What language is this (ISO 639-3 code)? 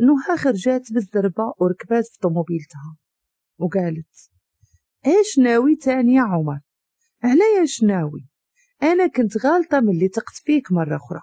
ary